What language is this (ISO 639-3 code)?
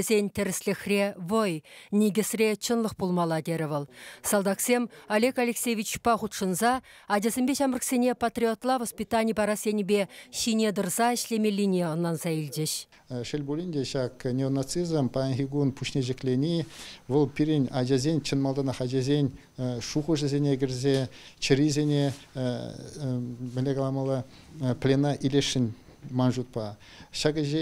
chv